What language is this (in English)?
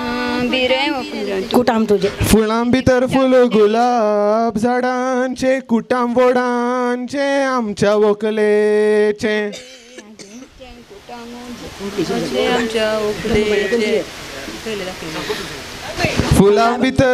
Konkani